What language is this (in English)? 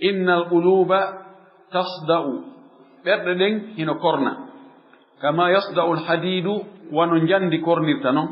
Fula